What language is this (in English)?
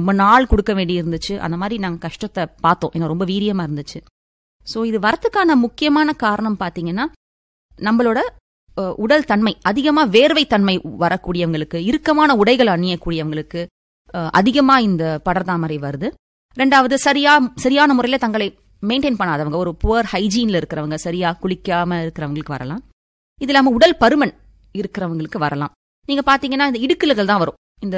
Tamil